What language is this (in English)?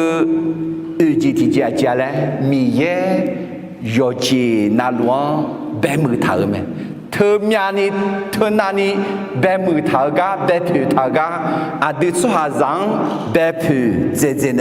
Akha